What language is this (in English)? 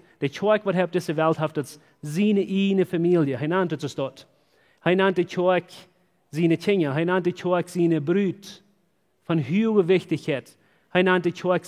Plautdietsch